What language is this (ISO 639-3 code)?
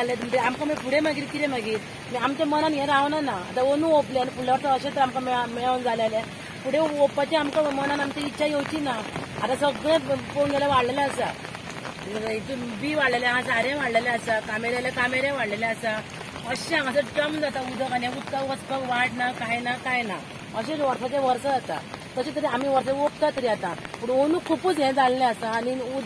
kok